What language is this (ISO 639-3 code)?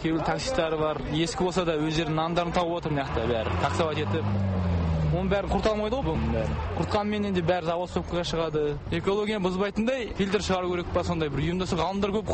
kaz